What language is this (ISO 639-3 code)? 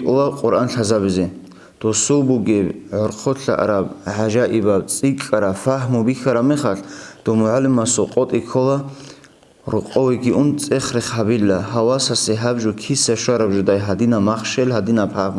ava